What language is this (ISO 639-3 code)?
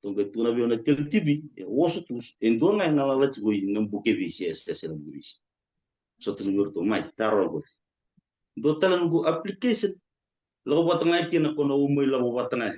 fij